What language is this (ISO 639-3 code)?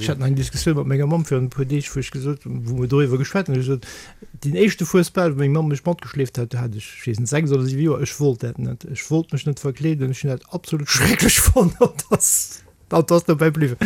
ltz